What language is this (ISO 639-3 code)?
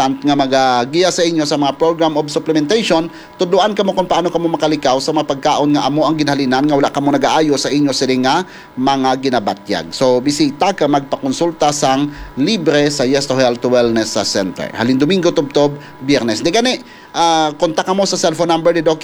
hil